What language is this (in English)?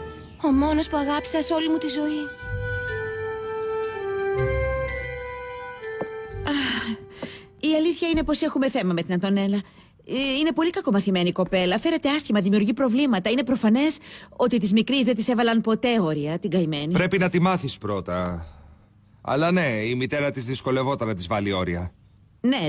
Greek